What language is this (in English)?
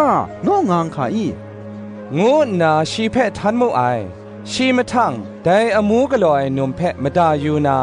Kachin